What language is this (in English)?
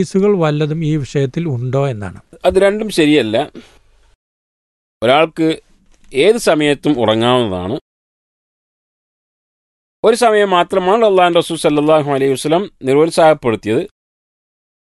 Malayalam